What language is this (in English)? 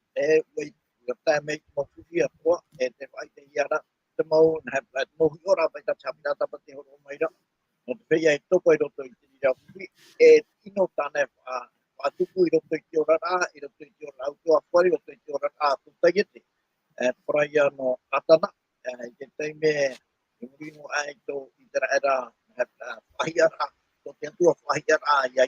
Tahitian